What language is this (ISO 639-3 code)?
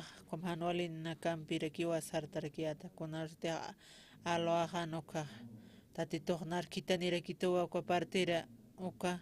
aym